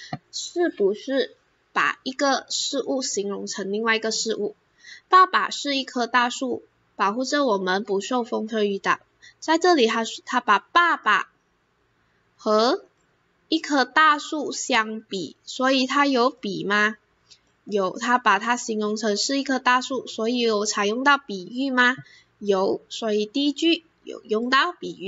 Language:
Chinese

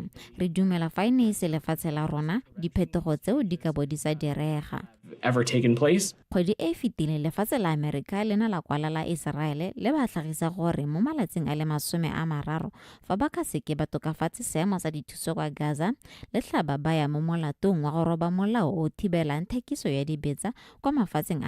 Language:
Tswana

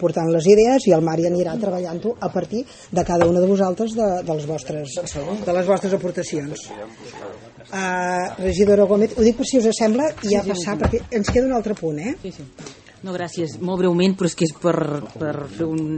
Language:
Catalan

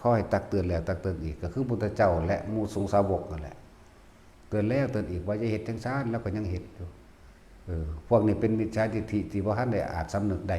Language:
Northeastern Thai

